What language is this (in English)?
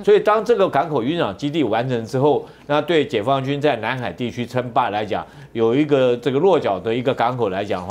Chinese